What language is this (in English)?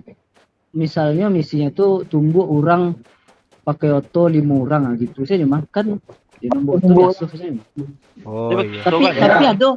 Minangkabau